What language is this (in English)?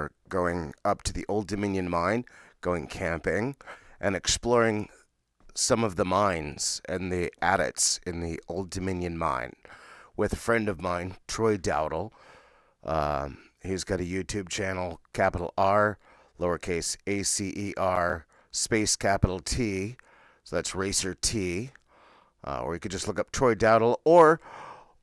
English